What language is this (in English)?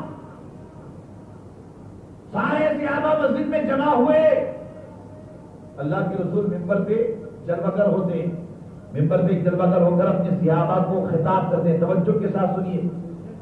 Urdu